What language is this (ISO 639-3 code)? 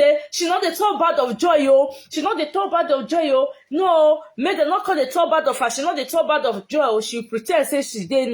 pcm